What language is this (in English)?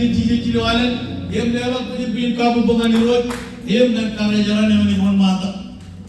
Marshallese